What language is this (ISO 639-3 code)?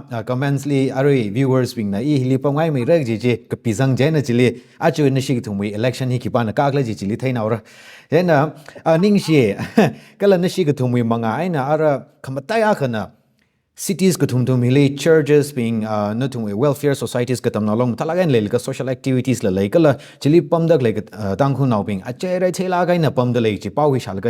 nmf